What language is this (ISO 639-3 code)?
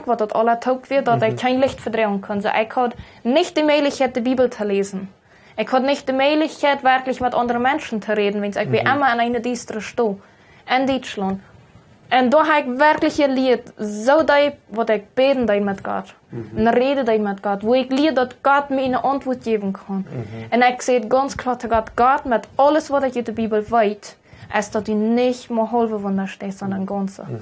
pdt